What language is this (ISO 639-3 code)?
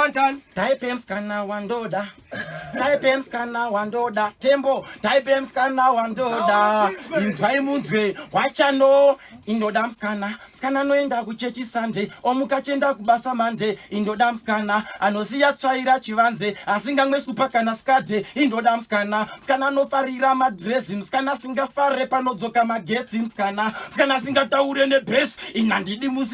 sna